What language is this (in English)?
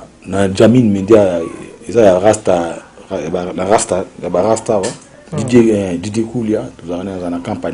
Lingala